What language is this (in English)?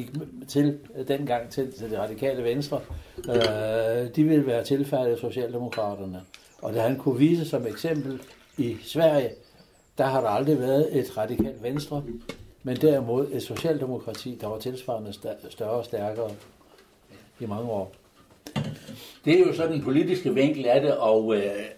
Danish